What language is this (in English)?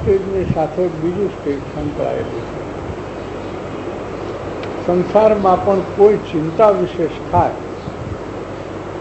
Gujarati